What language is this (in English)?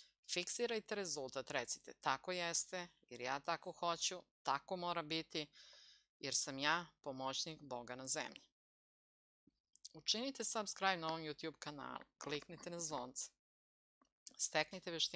Serbian